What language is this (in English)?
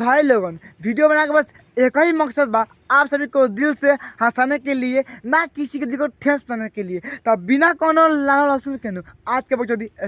Bhojpuri